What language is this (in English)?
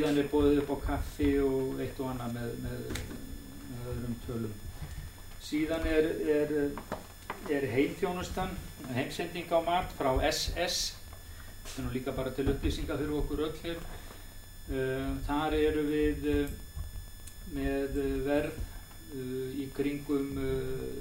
Icelandic